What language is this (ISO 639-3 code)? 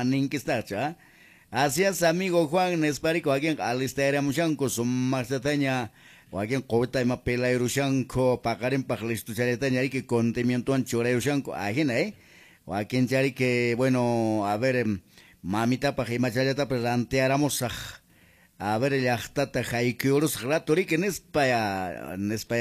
que